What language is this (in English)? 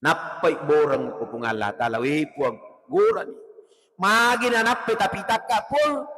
Buginese